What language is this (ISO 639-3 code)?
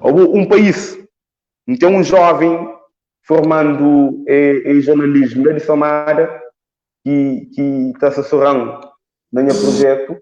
kea